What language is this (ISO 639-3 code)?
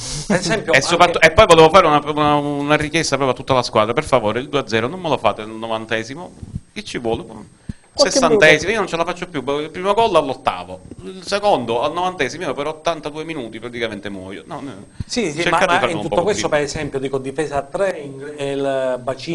ita